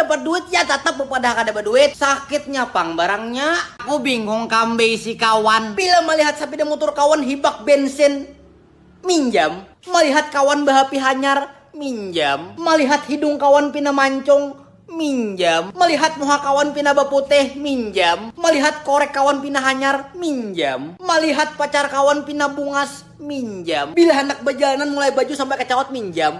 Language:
Banjar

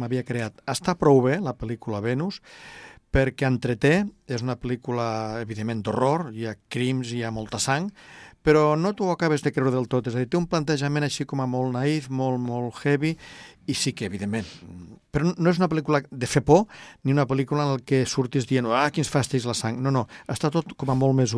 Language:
Catalan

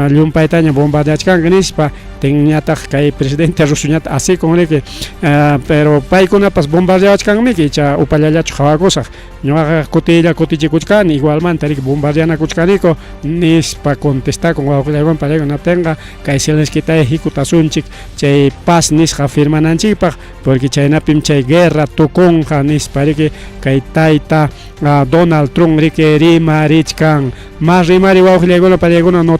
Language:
Ayacucho Quechua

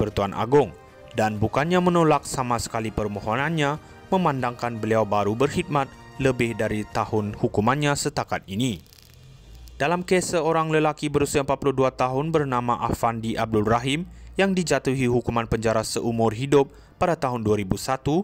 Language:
Malay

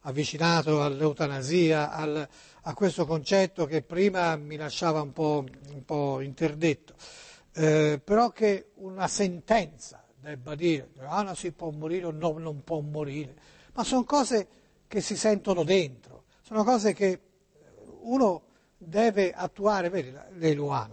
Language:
Italian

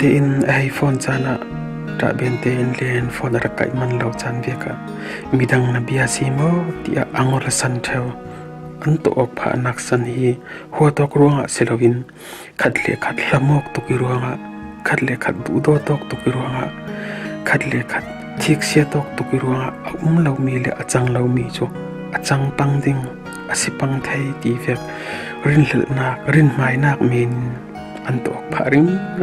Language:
Falam Chin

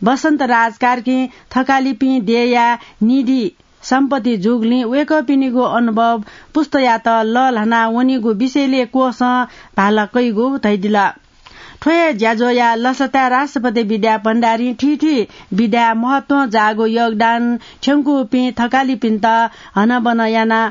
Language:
Newari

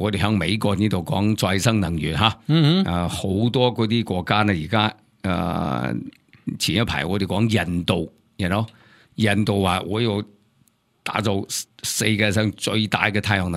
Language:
Cantonese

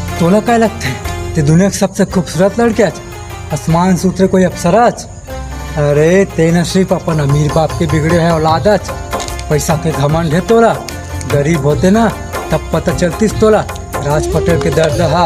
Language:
Chhattisgarhi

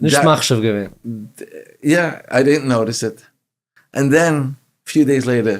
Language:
Yiddish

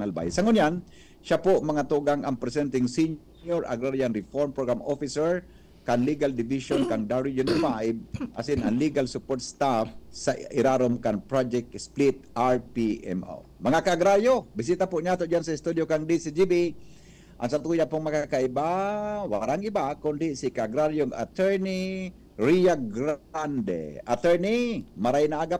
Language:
Bikol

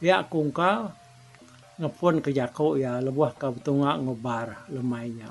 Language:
Iban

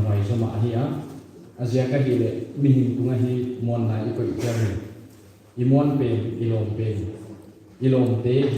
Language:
Paite Chin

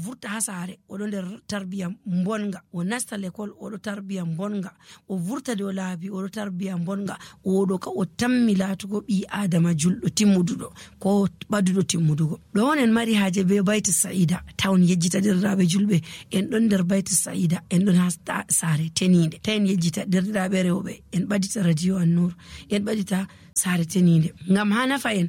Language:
Nigerian Fulfulde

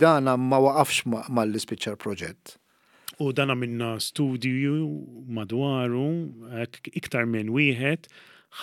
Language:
Maltese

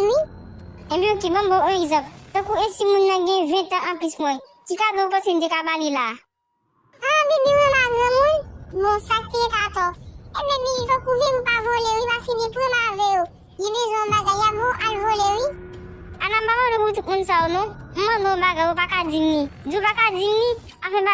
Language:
Haitian Creole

